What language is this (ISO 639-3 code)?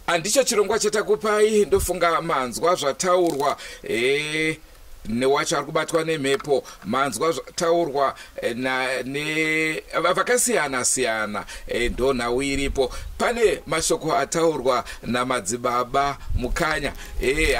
sna